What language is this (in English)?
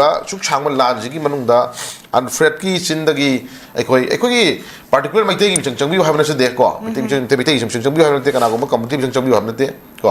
Manipuri